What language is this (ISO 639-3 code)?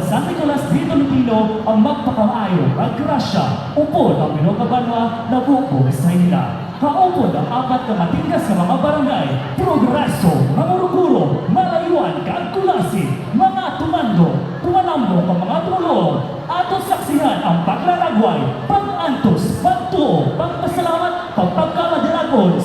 hil